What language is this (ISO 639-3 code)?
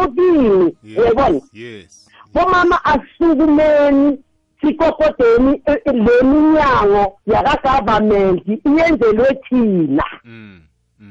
nbl